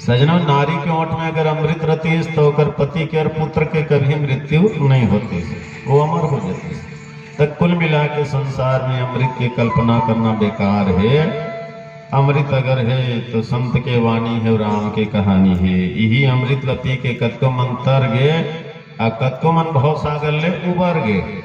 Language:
Chhattisgarhi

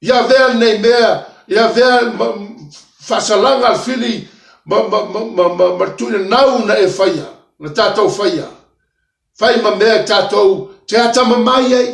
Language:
Samoan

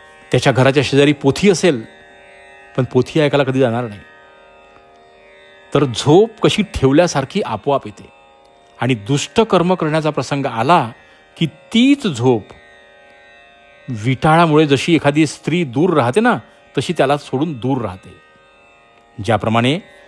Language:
Marathi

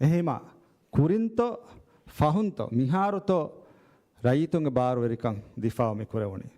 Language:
Divehi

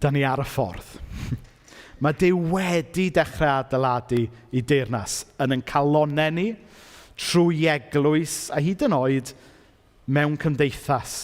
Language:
Welsh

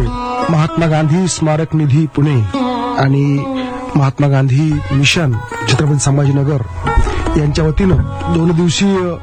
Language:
Marathi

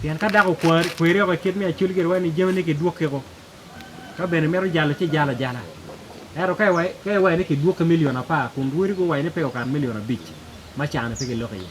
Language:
Acoli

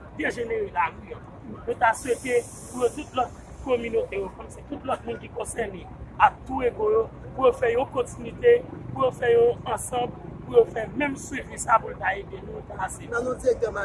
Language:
Haitian Creole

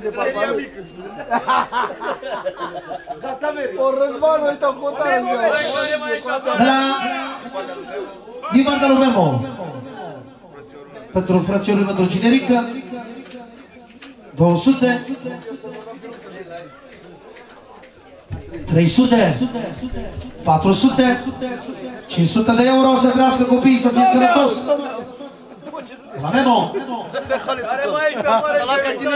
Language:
Romanian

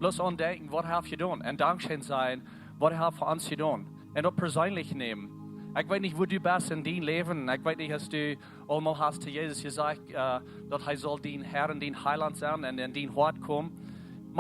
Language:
Plautdietsch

